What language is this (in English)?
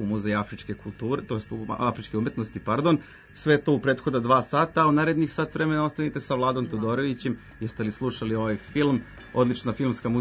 Serbian